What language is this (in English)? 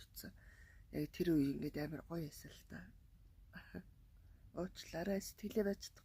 Mongolian